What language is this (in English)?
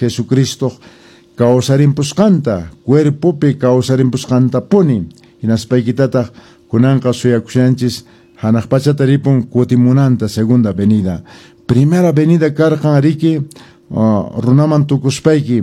Quechua